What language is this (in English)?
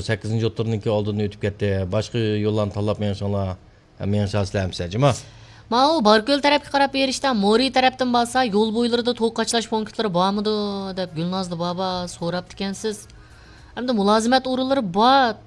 Uyghur